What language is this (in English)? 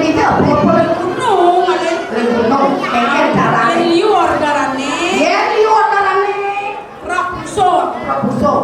Balinese